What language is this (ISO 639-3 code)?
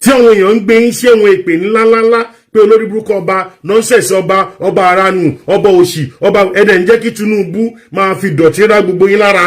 yor